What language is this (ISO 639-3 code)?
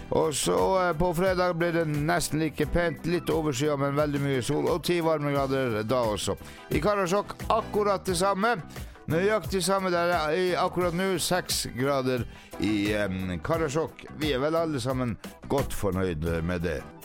nor